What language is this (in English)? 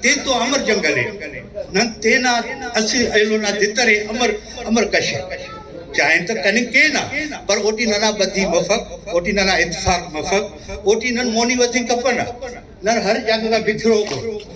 Brahui